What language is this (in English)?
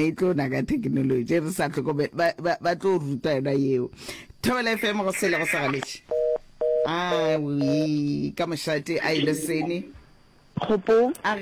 Northern Sotho